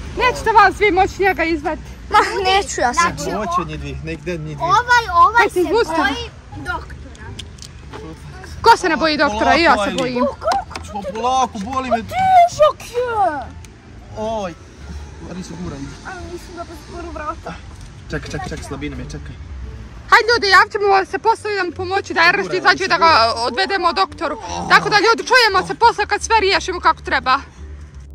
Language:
Croatian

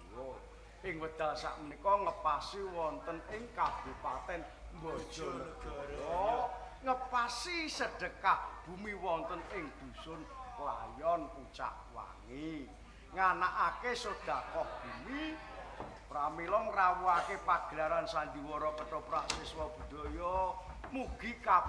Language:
Javanese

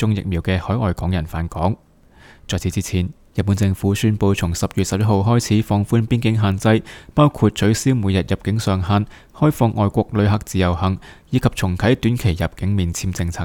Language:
Cantonese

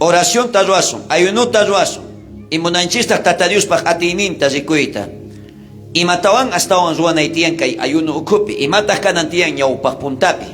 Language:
South Bolivian Quechua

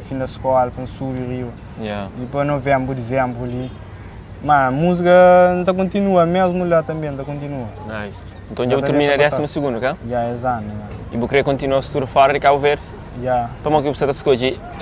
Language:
Kabuverdianu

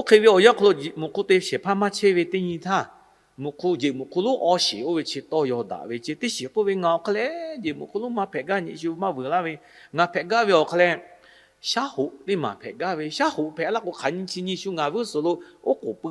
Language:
Lahu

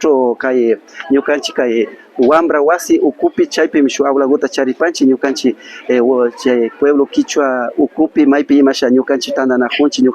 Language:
Imbabura Highland Quichua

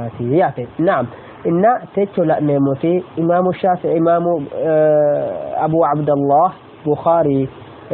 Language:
Sidamo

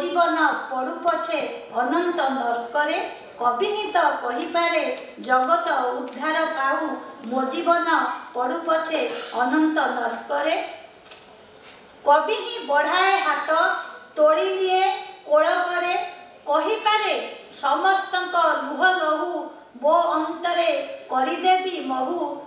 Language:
Odia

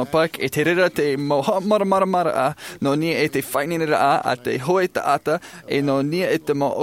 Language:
Tahitian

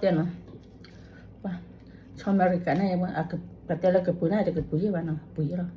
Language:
S'gaw Karen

